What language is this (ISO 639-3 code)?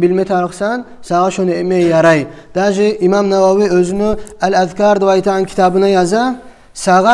kum